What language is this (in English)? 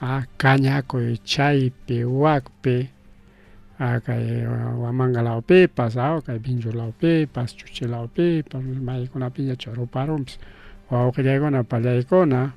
Ayacucho Quechua